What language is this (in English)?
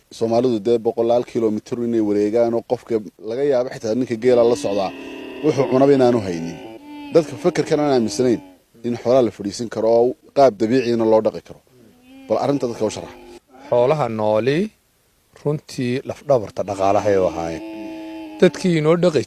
Somali